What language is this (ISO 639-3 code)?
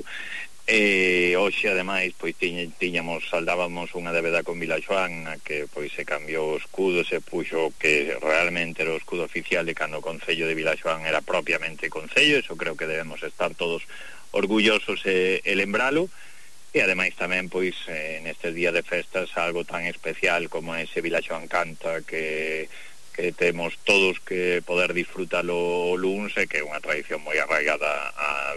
glg